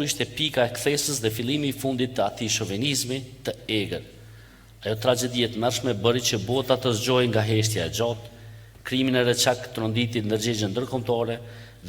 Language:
Albanian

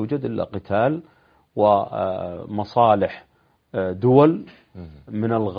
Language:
Arabic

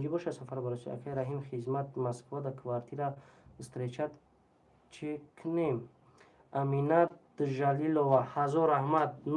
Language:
Tajik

